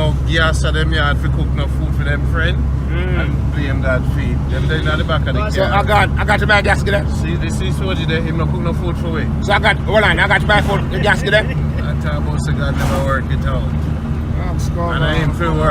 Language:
Jamaican Creole English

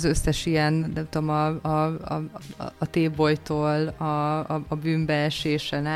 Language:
Hungarian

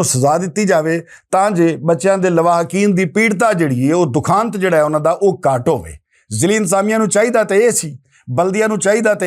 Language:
Western Panjabi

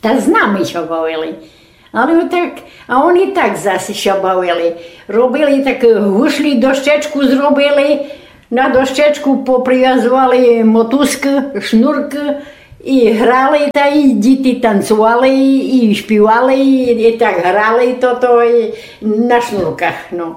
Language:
Rusyn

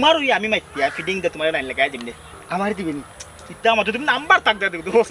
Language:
Sylheti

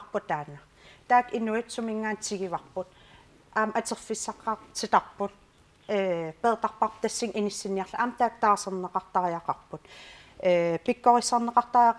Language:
Kalaallisut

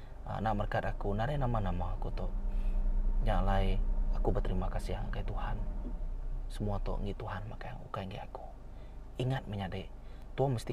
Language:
Iban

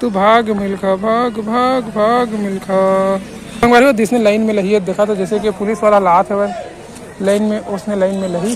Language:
Chhattisgarhi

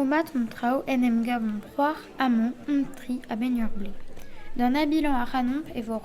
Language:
Breton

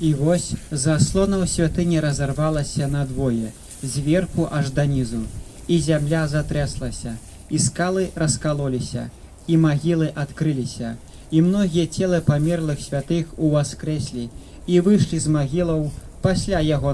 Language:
Belarusian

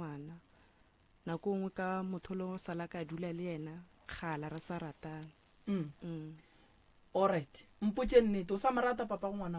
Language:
Northern Sotho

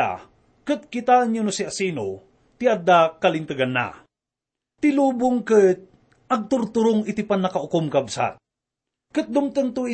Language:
Iloko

